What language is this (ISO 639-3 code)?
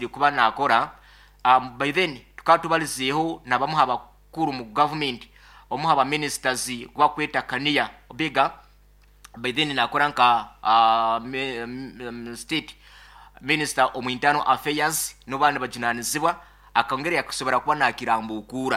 nyo